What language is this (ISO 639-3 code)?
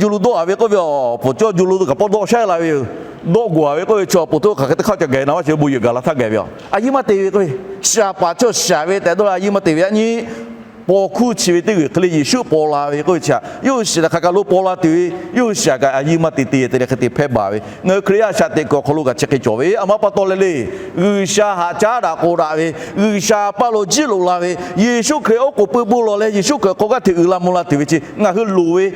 lhu